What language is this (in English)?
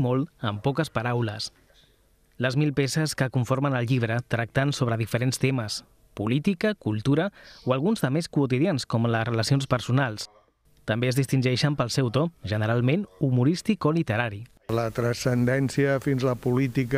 Catalan